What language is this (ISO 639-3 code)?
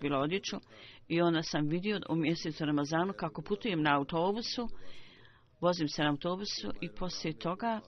bos